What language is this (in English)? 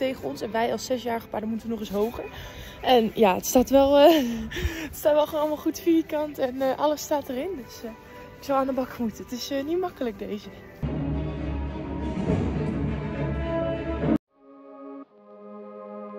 Dutch